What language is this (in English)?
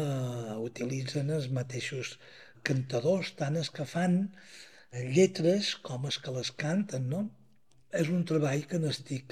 Catalan